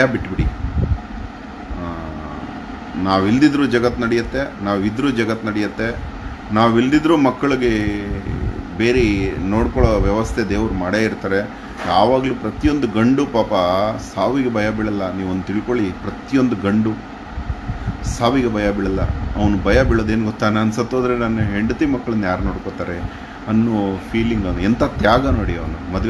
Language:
Kannada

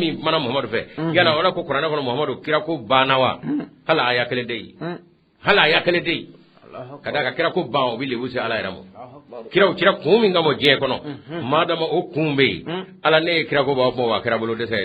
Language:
Bambara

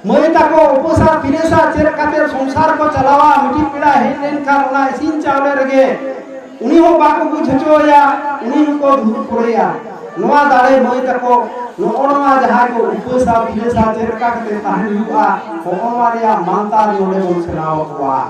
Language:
Santali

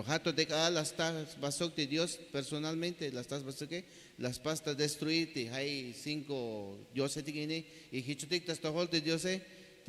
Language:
Tzeltal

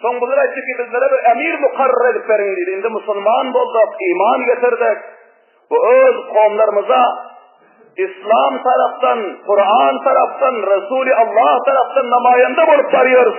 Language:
Turkmen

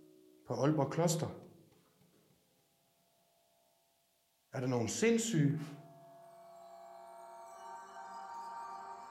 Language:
Danish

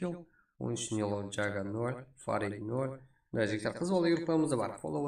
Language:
Kara-Kalpak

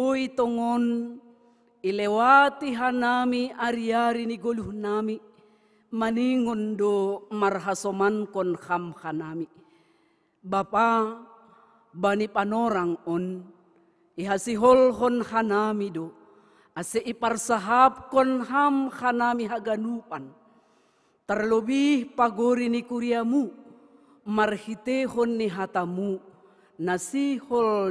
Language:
Batak Simalungun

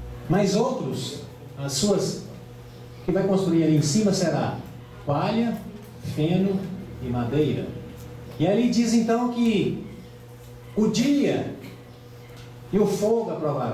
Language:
Portuguese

